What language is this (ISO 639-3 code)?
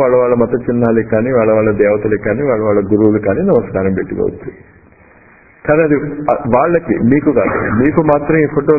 tel